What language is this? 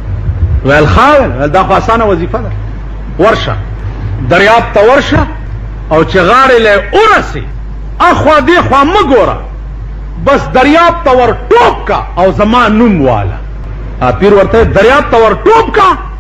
Pashto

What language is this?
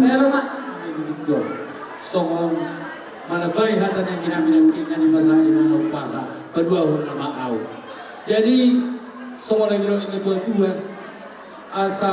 Batak Toba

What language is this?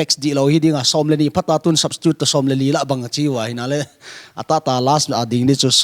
Paite Chin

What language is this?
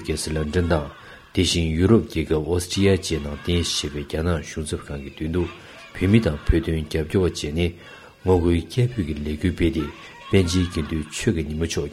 Tibetan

